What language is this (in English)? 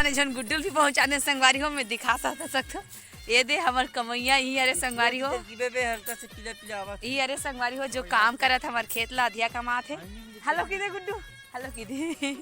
Chhattisgarhi